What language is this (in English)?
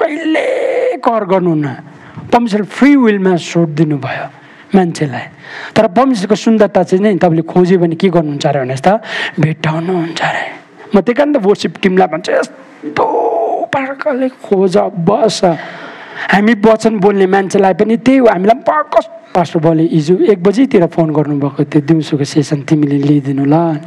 Nepali